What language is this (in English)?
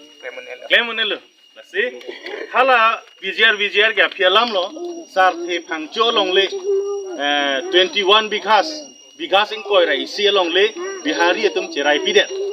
Karbi